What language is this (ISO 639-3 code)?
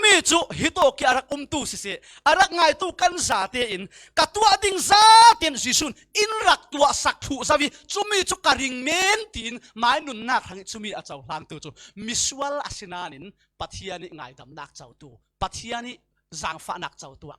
cfm